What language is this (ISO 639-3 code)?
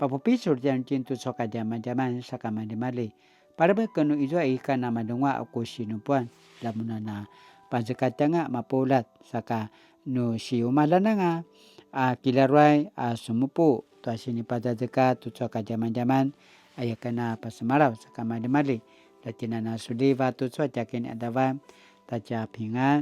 pwn